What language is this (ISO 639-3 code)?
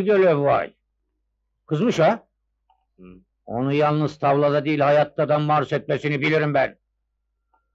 tur